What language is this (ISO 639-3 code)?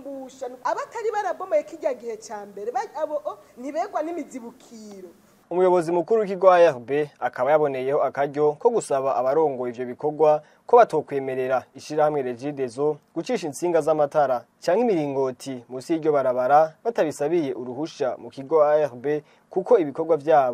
run